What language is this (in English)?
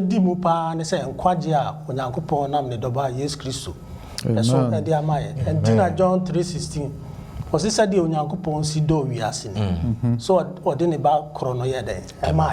Akan